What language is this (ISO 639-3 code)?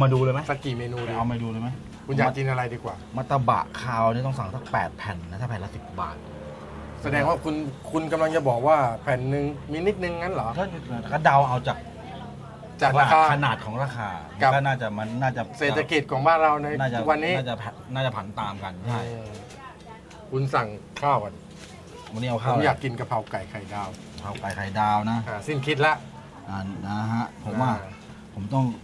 tha